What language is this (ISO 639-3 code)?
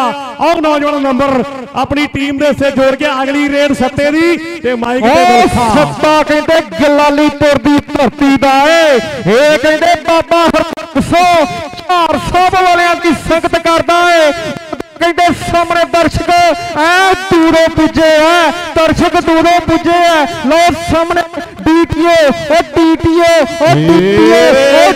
pan